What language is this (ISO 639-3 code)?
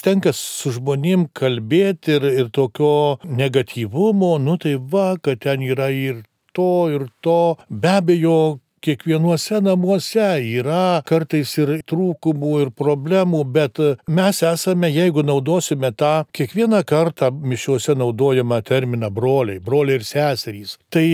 lit